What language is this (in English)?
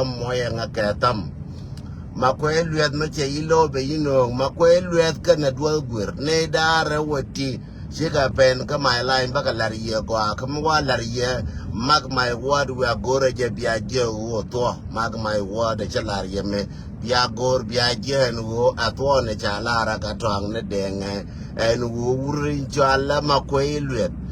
Nuer